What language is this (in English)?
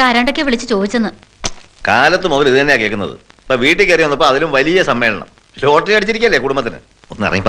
Malayalam